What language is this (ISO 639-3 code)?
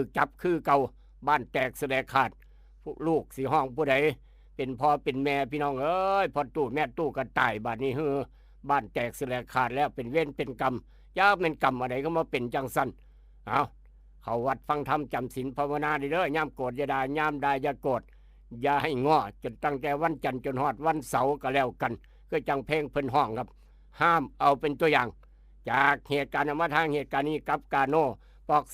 tts